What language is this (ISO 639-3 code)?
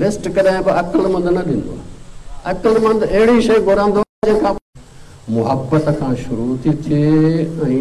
snd